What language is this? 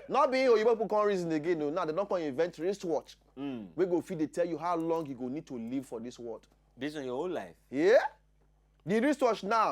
Nigerian Pidgin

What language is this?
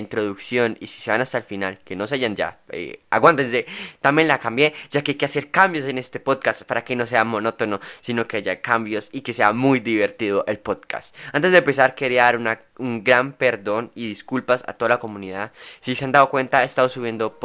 Spanish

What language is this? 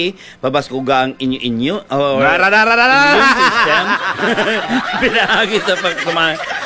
Hiligaynon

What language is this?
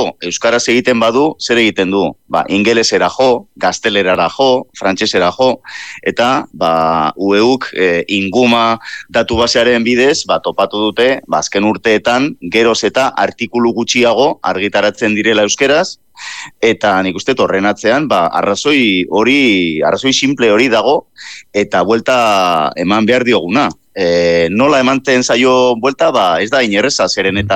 Basque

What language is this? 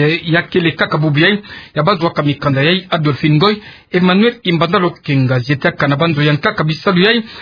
Kituba (Democratic Republic of Congo)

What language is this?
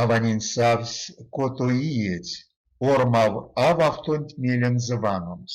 Erzya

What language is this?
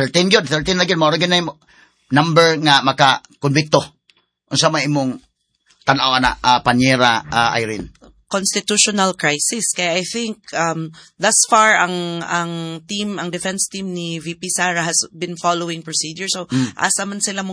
Cebuano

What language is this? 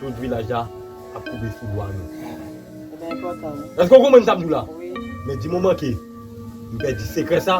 Haitian Creole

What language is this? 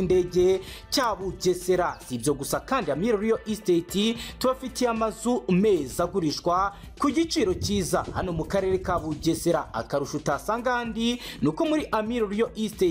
Kinyarwanda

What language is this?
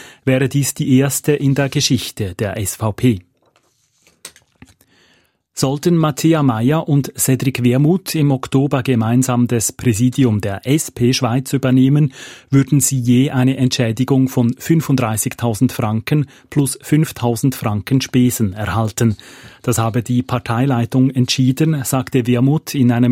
German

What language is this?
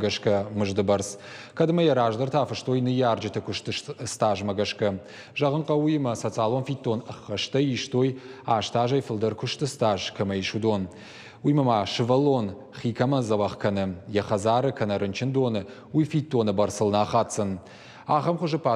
Ossetic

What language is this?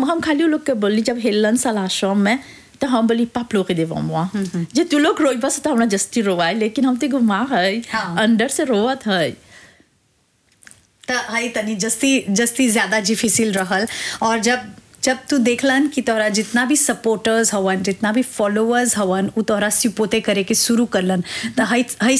Bhojpuri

